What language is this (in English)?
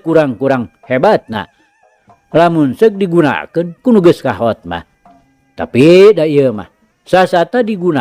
Sundanese